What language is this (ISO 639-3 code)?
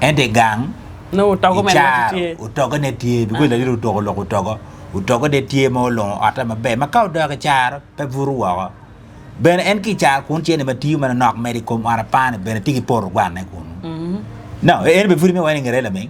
ach